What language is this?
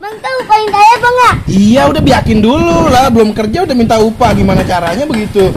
Betawi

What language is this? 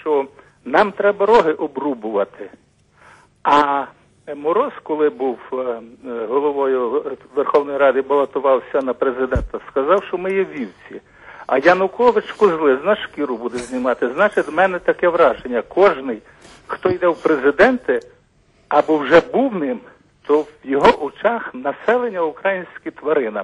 Ukrainian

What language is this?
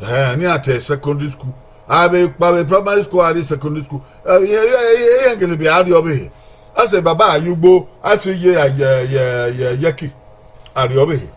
Bini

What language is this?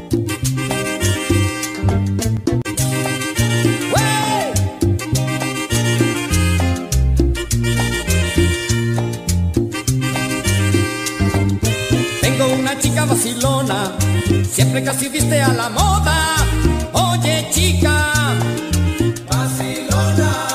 Spanish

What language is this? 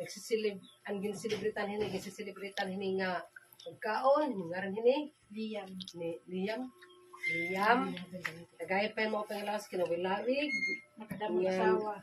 Waray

